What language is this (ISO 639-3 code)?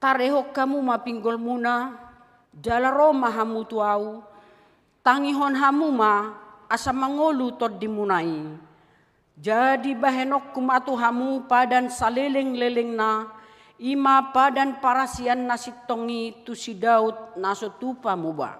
bbc